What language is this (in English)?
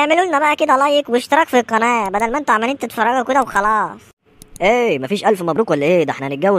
Egyptian Arabic